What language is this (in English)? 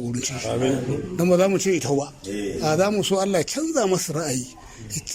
Hausa